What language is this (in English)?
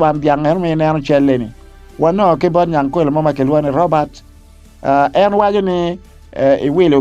Acoli